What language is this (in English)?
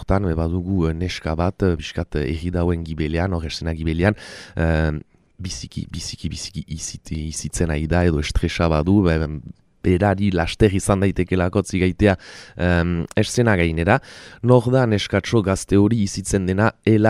Basque